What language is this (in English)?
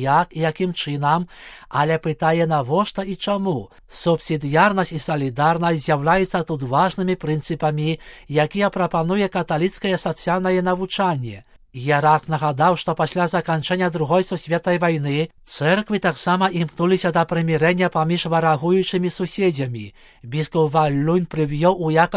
Belarusian